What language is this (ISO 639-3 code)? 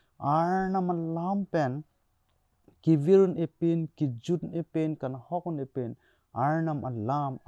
mjw